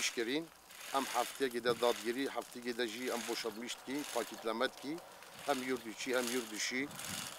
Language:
Kurdish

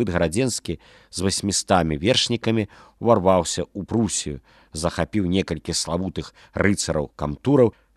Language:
Belarusian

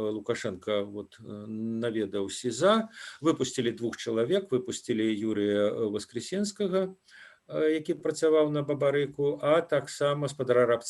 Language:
Belarusian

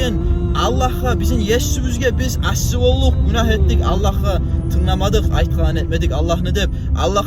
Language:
Kumyk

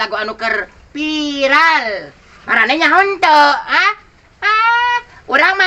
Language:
Sundanese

